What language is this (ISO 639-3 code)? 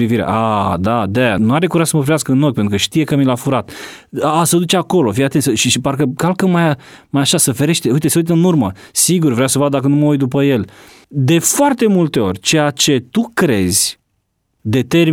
ron